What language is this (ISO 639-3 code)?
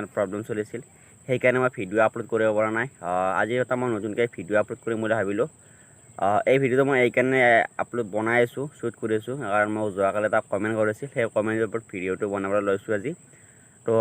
asm